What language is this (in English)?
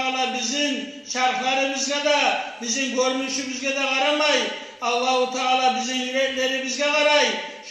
Kumyk